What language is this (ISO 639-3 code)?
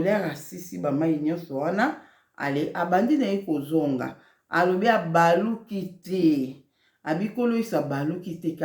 lin